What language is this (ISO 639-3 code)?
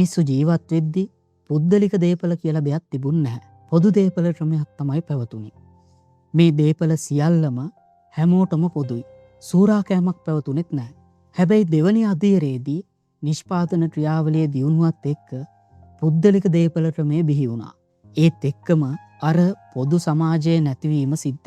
sin